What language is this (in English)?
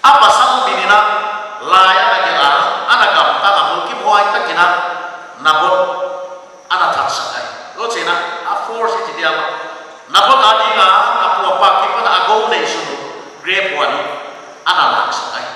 Paite Chin